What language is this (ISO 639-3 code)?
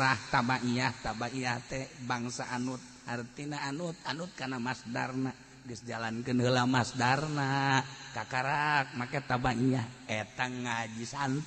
sun